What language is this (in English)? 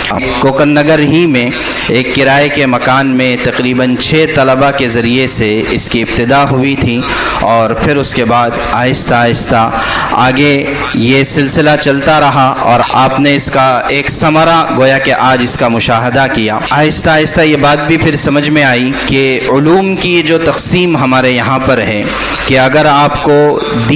Urdu